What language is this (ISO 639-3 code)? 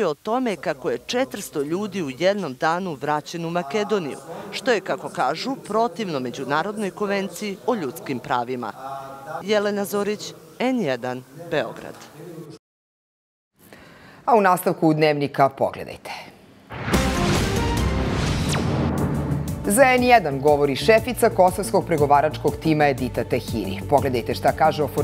srp